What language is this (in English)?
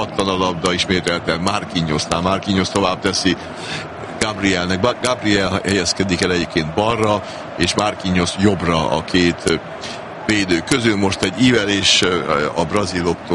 Hungarian